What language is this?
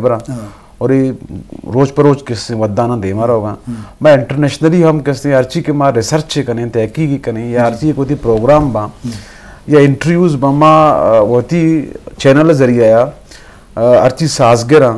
Eastern Balochi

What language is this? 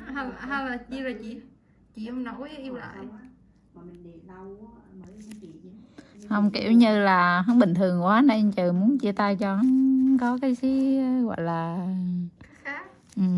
Vietnamese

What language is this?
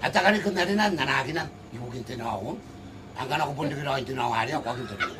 Gilbertese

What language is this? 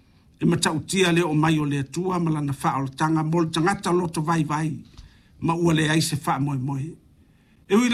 Samoan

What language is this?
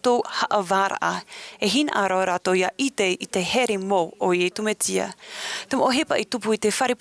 Tahitian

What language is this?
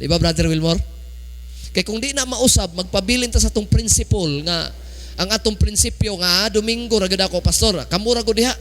Cebuano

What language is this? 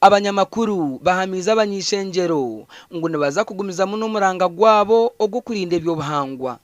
Nyankole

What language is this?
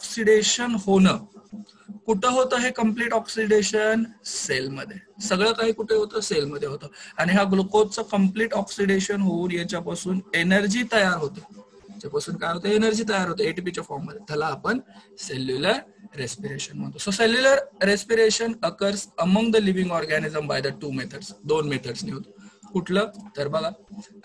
Marathi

